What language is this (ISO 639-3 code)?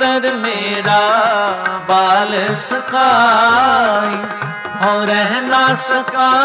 pan